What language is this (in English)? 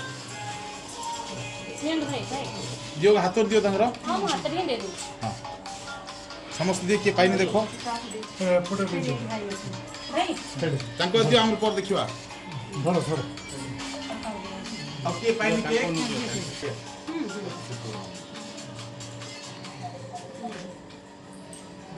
Odia